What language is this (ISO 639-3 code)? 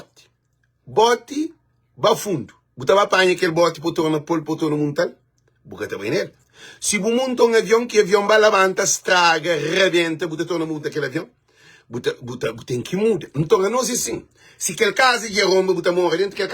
kea